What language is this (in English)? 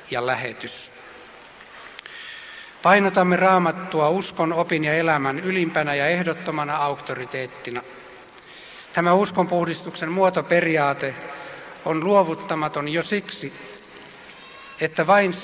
Finnish